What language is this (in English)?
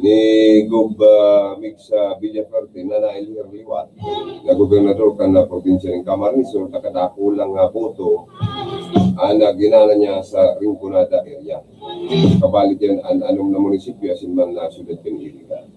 Bikol